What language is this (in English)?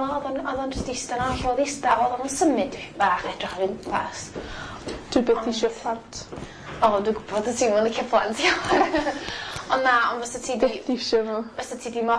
Welsh